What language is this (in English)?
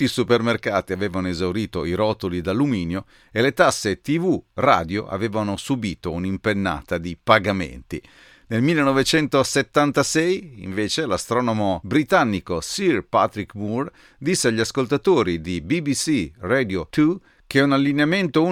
Italian